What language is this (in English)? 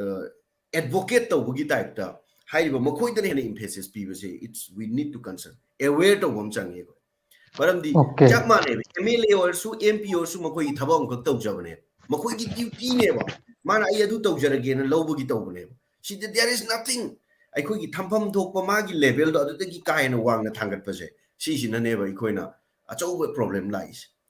Manipuri